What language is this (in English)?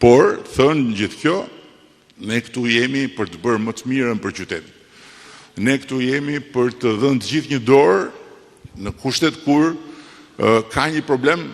Albanian